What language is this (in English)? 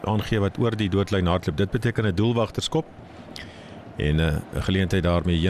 Afrikaans